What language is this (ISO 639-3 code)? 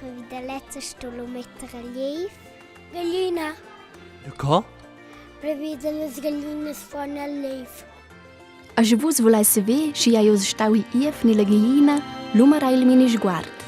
roh